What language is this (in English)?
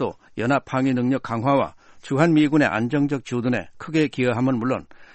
Korean